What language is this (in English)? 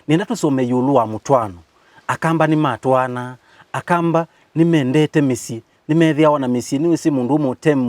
Kamba